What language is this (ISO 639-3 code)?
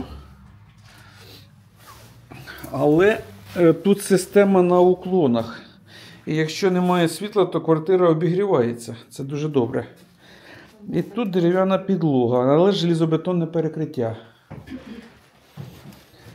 ukr